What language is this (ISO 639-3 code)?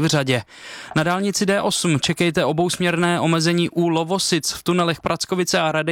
ces